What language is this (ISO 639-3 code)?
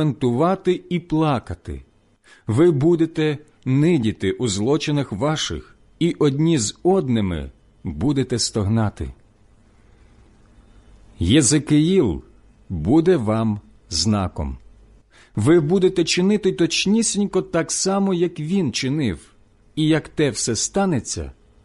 ukr